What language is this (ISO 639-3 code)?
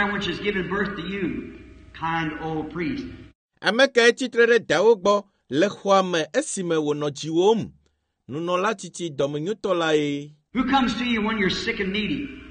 ewe